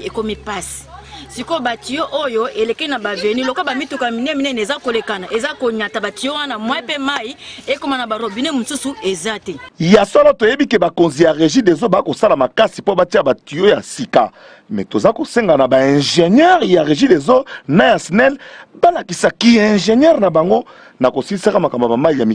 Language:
Lingala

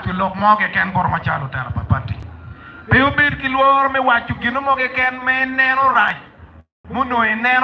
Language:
Acoli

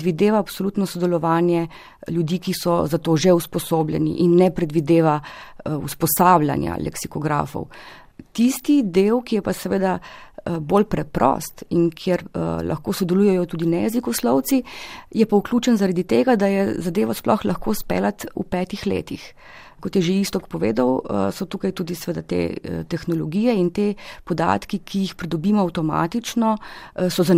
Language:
Slovenian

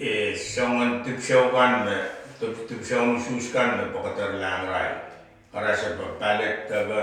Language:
Pohnpeian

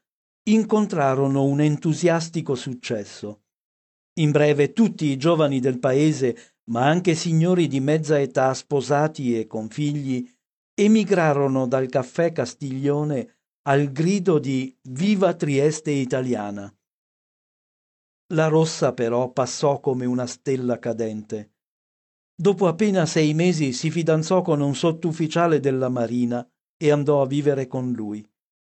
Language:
Italian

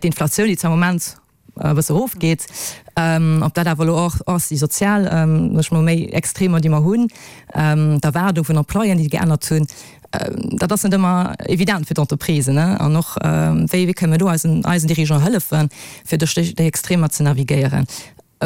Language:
Luxembourgish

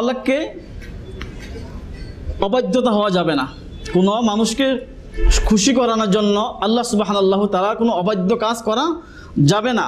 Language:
Bangla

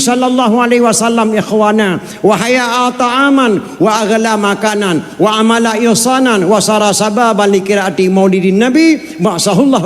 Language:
Achinese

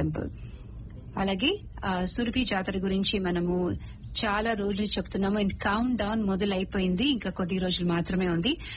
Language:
Telugu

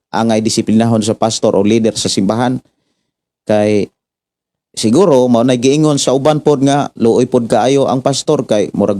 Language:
Cebuano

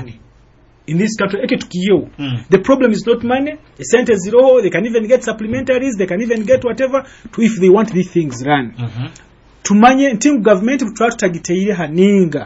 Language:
Nyoro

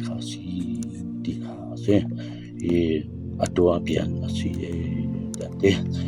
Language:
Hakha Chin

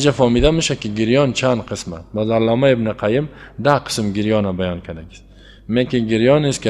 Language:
Persian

